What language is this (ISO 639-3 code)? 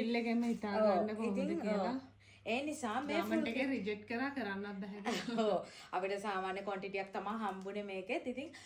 sin